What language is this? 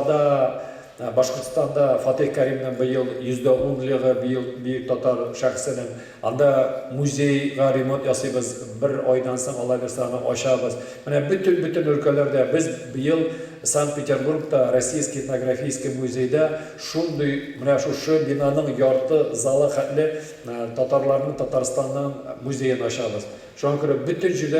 Tatar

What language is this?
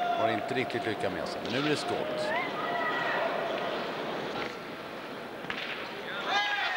Swedish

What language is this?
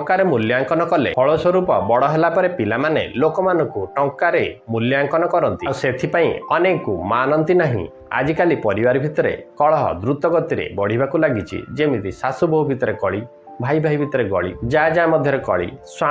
Odia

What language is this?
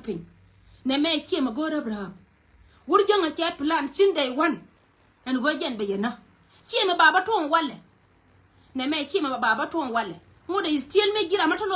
Nuer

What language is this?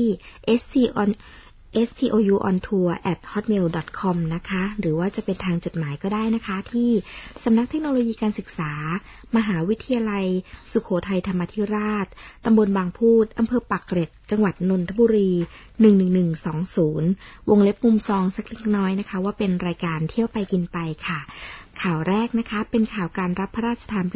Thai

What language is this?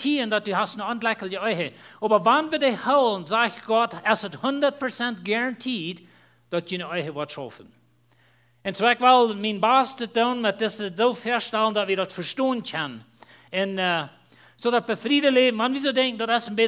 Plautdietsch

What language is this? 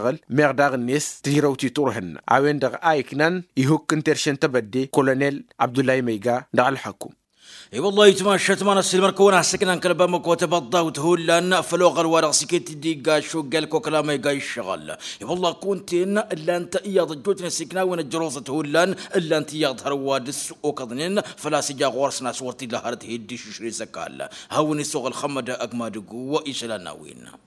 Tamasheq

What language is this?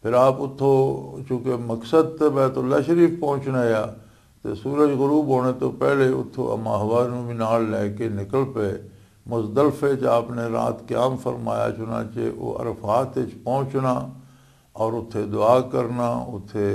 Western Panjabi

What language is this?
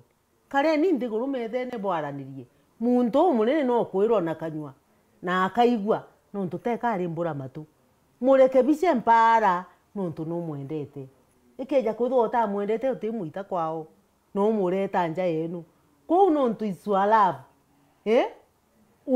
Meru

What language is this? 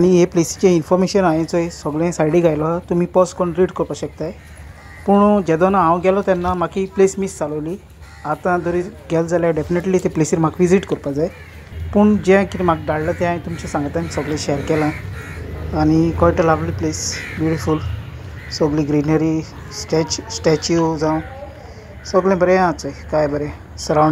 Konkani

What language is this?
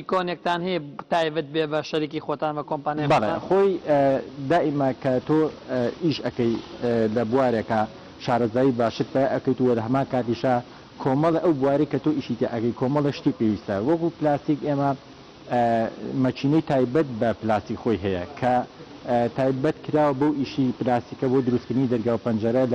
Central Kurdish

